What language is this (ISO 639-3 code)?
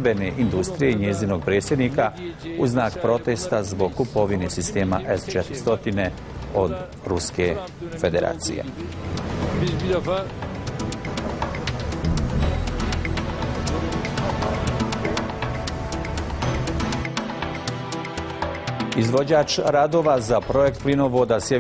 bos